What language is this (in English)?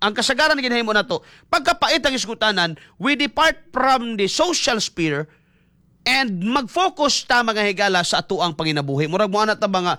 Cebuano